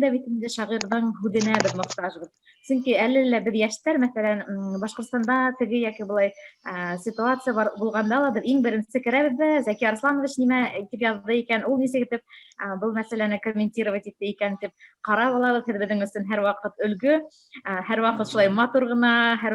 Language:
Bashkir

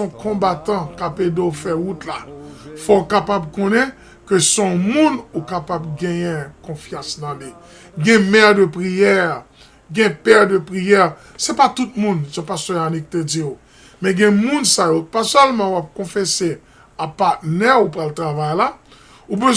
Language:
Haitian Creole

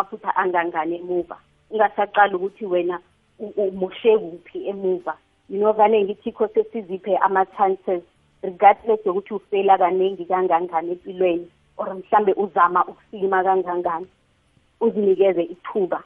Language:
South Ndebele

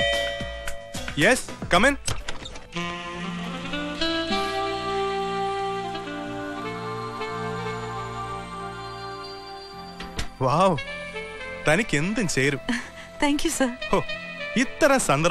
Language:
Malayalam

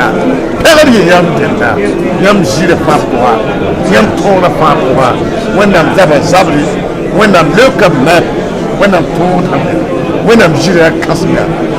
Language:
Mossi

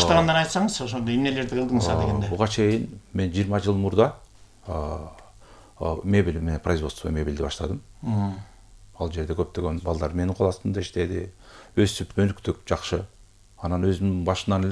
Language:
Kyrgyz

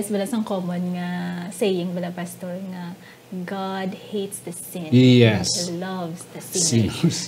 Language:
Hiligaynon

